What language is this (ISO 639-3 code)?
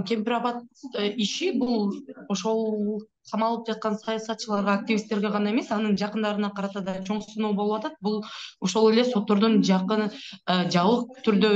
kir